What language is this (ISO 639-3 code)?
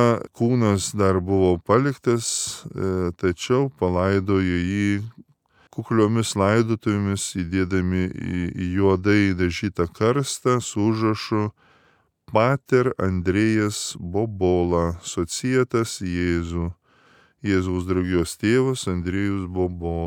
lit